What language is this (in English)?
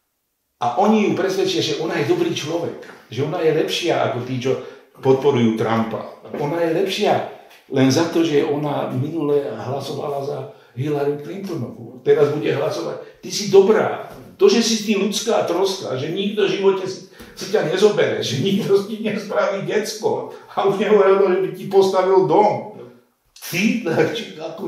Slovak